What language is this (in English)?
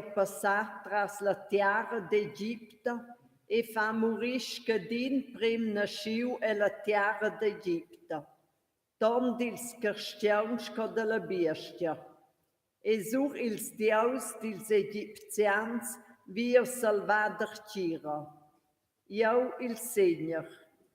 Romansh